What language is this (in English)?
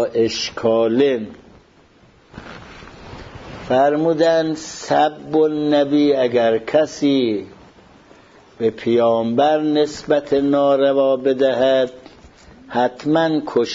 Persian